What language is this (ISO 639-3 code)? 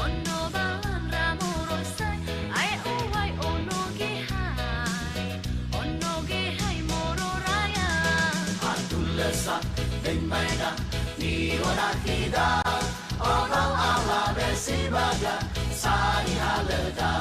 nia